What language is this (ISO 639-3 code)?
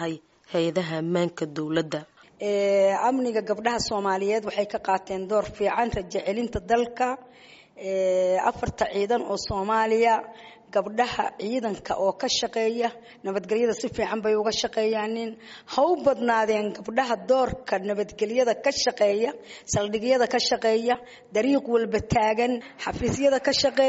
som